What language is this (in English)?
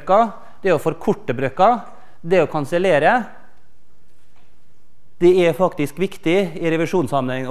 Norwegian